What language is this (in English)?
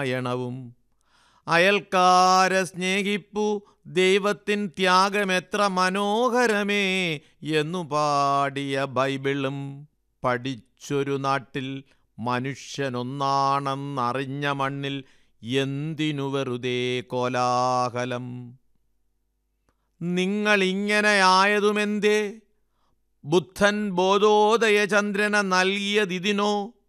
Malayalam